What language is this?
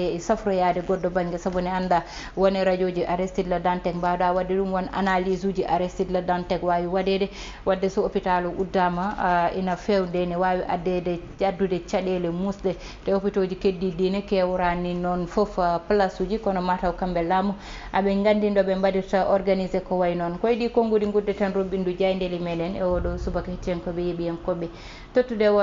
Fula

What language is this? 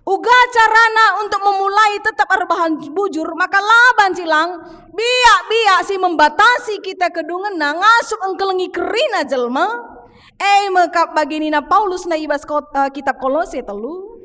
Batak Karo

